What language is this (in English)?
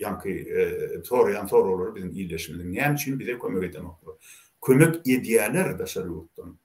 Turkmen